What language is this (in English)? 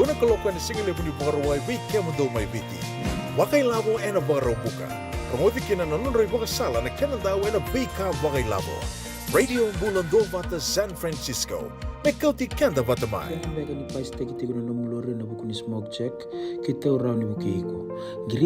Fijian